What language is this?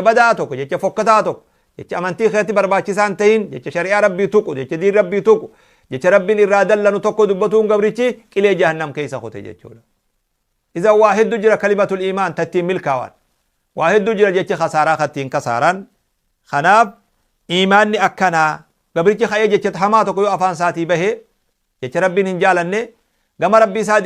Oromo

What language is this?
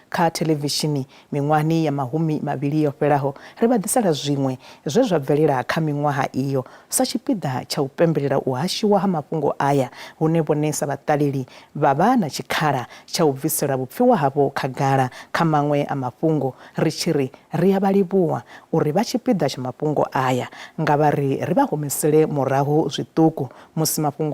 Venda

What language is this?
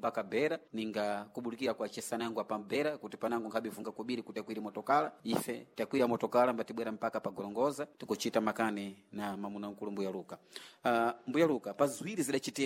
Sena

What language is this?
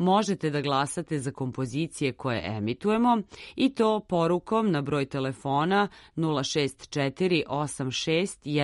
Serbian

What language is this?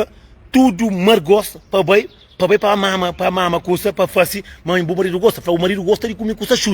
Kabuverdianu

